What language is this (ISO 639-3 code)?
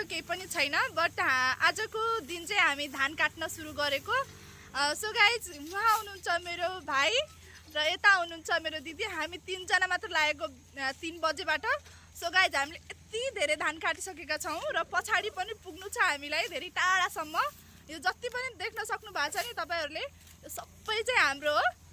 nep